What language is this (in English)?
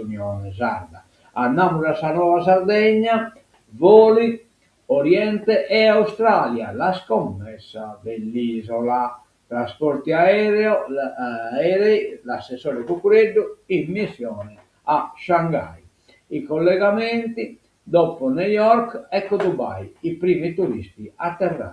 Sardinian